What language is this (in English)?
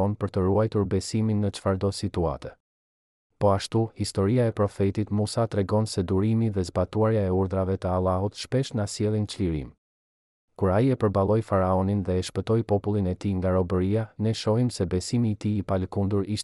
Albanian